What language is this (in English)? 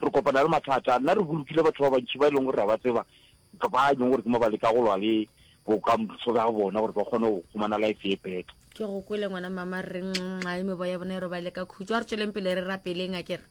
Northern Sotho